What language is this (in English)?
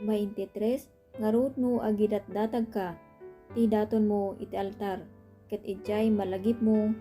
Iloko